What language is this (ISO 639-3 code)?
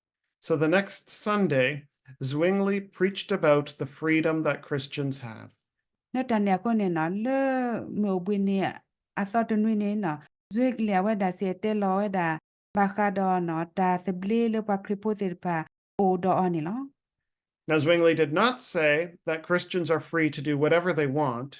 ksw